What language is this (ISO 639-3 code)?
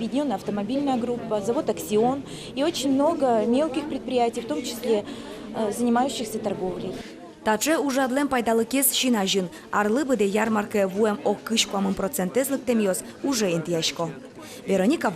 udm